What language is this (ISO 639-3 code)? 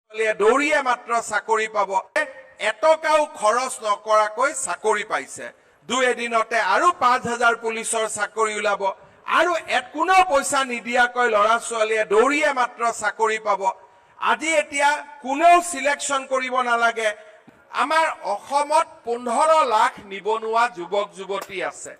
asm